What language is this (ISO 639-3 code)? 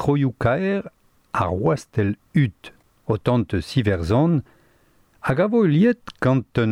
bre